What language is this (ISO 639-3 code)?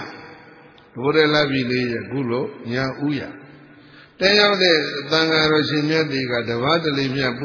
mya